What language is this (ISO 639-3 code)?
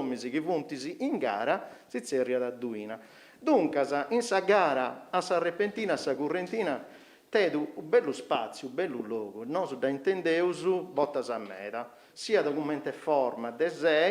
srd